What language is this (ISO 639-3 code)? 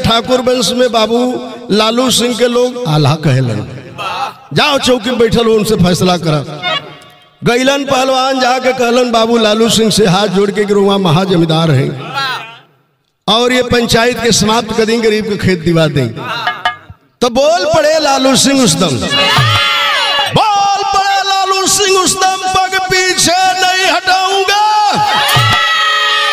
bho